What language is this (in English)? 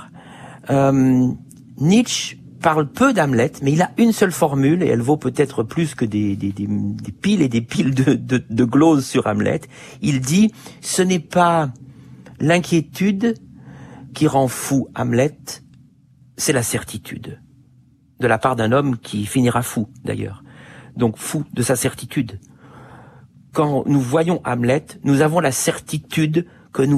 French